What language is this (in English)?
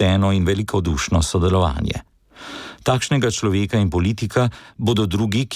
Slovenian